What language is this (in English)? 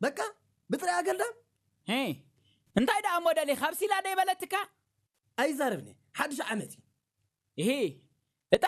Tigrinya